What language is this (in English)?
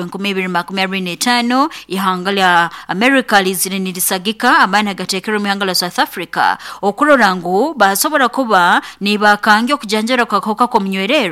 Nyankole